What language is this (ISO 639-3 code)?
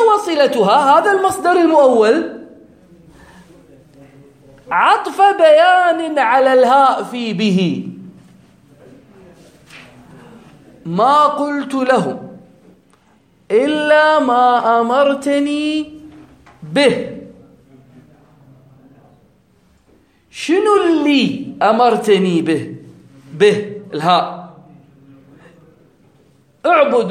ara